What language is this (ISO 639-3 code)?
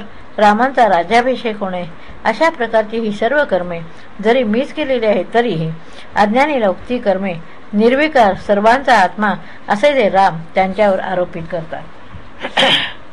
mar